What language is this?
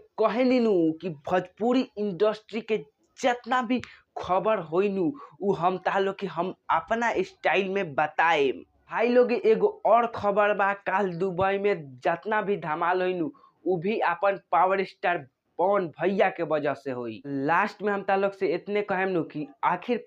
Bhojpuri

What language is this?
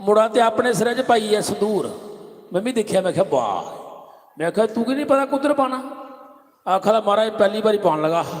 Dogri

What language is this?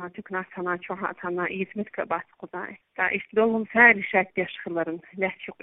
Chechen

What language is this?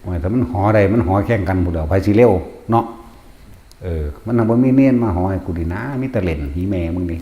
Northeastern Thai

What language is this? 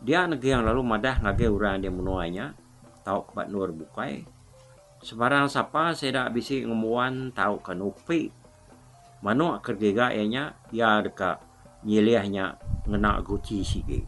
Iban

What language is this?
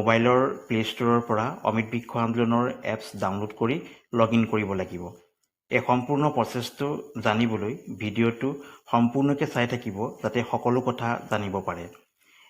Assamese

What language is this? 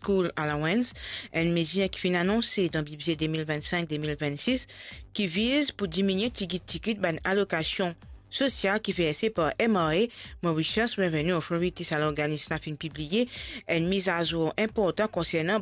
Morisyen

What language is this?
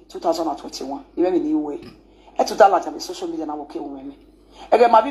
Nigerian Pidgin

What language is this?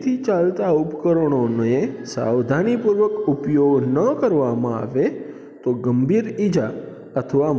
Gujarati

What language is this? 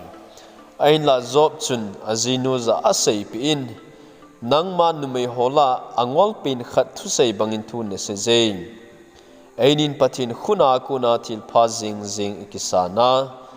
Thado Chin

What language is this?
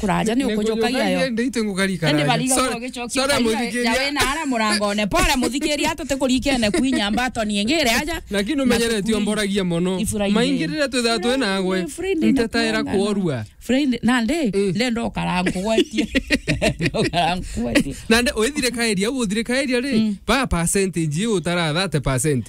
Meru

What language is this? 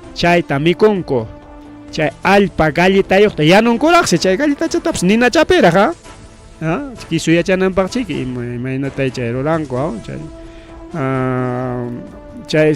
Ayacucho Quechua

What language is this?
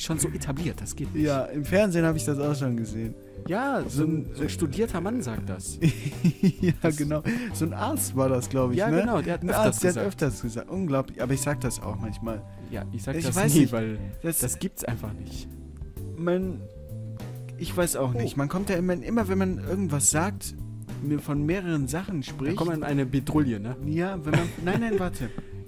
German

